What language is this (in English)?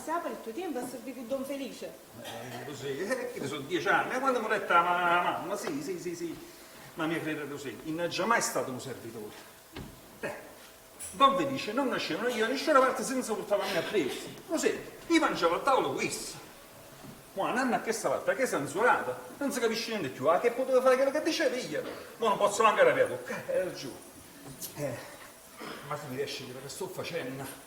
Neapolitan